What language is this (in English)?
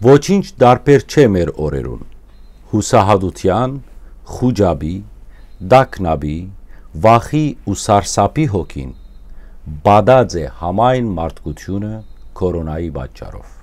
Western Armenian